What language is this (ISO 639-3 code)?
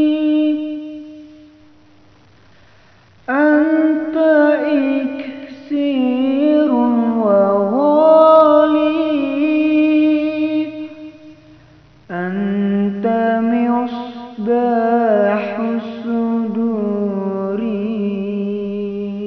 ara